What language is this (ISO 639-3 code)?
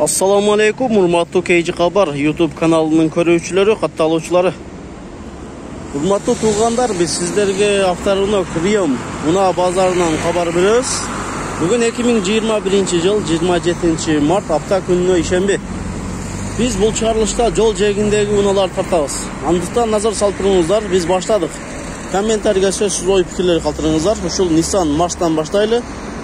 kir